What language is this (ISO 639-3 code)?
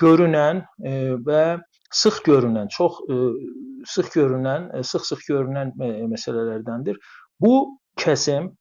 azb